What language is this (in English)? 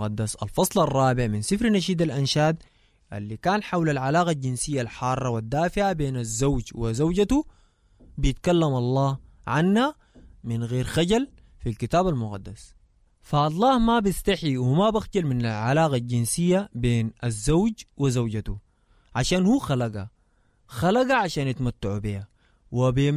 Sudanese Arabic